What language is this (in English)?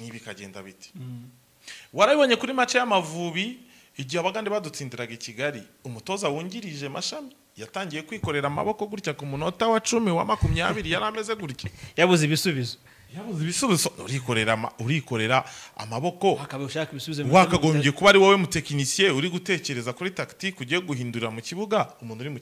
Kinyarwanda